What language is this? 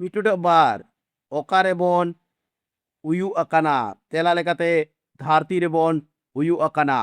Santali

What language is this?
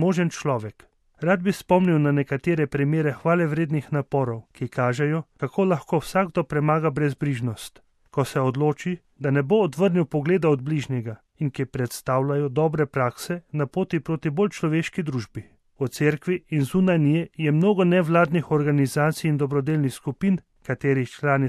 Slovenian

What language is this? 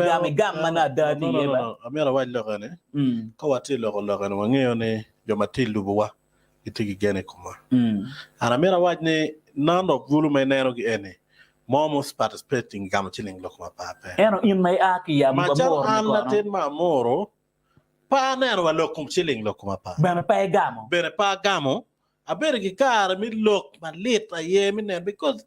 Acoli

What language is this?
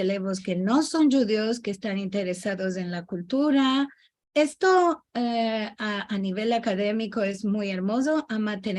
Ladino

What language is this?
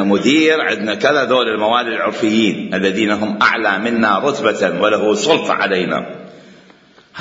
Mesopotamian Arabic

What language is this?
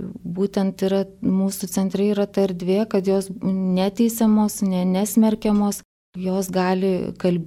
Lithuanian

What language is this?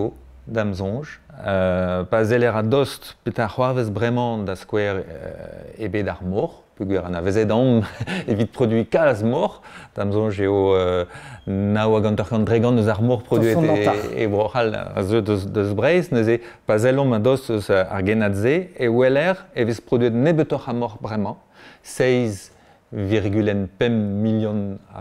Breton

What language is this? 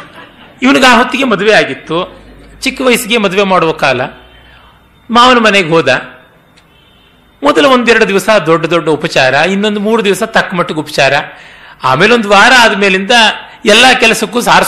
Kannada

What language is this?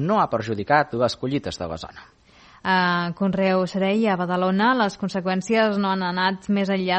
Catalan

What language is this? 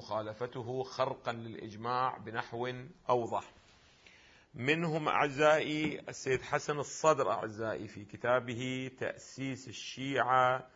Arabic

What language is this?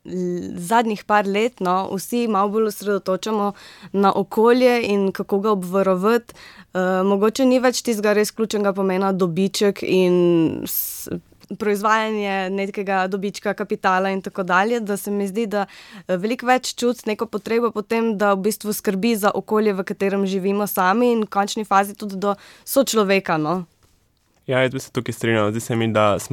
Slovenian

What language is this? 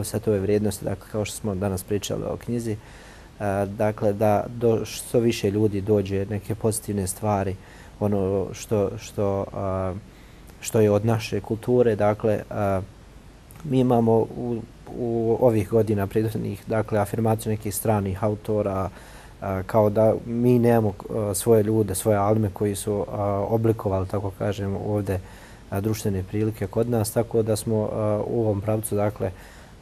Bosnian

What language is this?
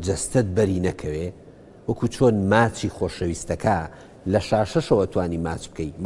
Central Kurdish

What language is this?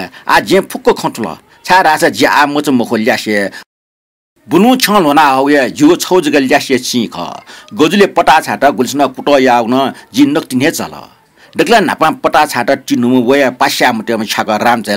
Newari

